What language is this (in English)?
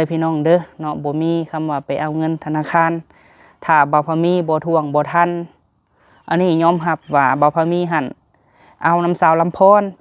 Lao